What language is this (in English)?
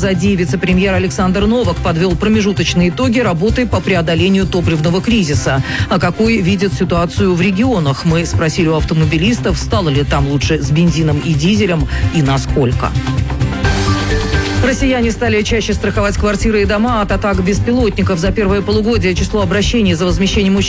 Russian